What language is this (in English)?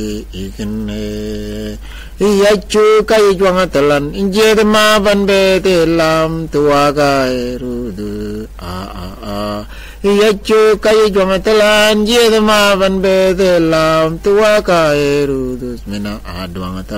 Mabaan